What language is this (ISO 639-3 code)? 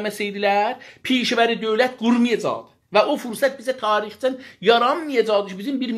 azb